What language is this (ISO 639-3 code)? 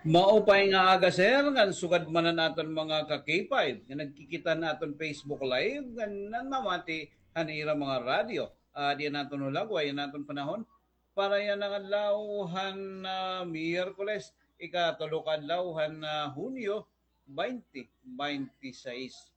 war